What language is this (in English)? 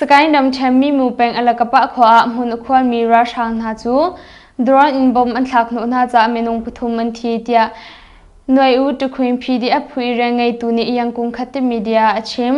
Hakha Chin